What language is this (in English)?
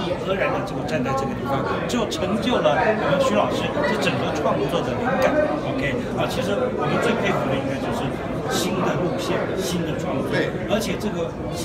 Chinese